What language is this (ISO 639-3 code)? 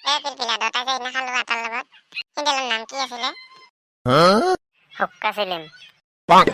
asm